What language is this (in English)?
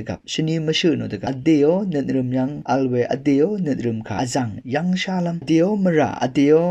Rawang